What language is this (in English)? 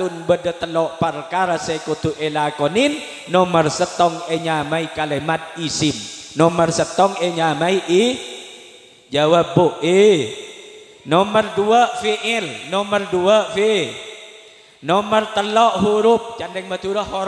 Madurese